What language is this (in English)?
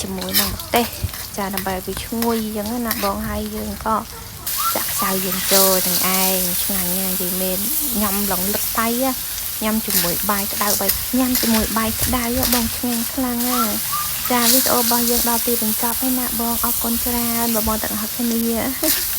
Khmer